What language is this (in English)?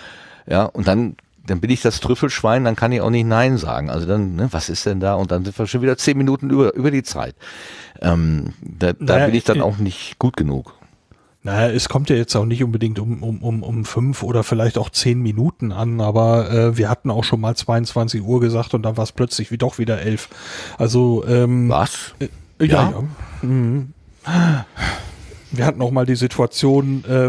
German